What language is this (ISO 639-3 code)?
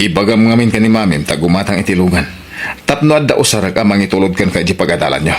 ilo